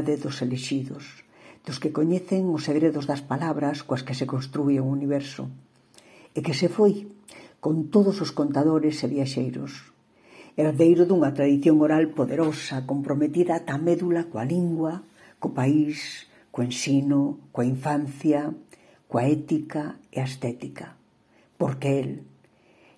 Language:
Galician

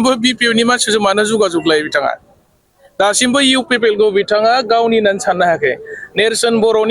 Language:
Bodo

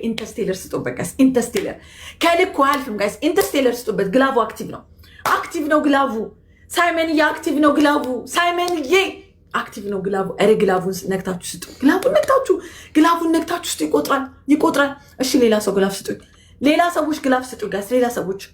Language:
Amharic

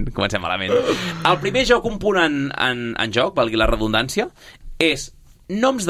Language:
Catalan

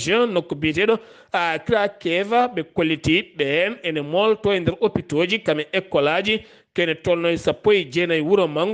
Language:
Fula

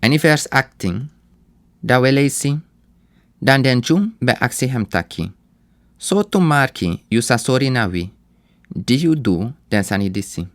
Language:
Sranan Tongo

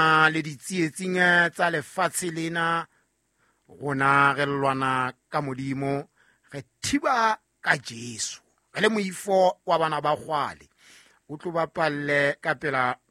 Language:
Southern Sotho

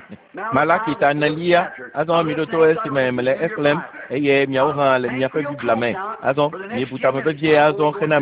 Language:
Ewe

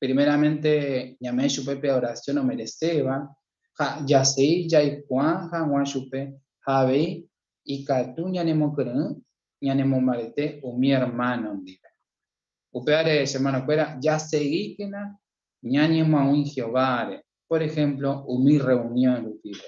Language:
Guarani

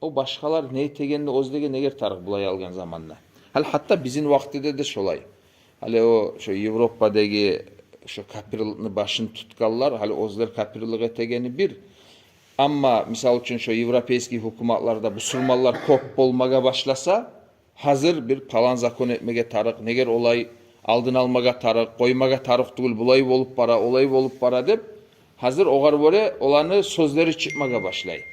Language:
Kumyk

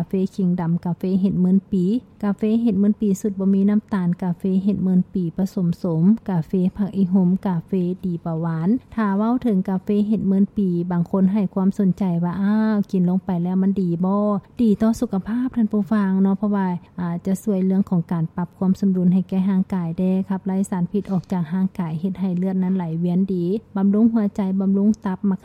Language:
Lao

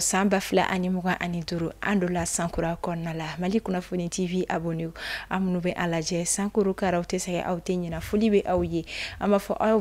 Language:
Bambara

